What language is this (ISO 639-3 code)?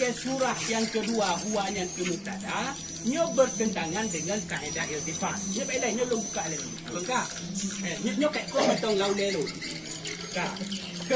ace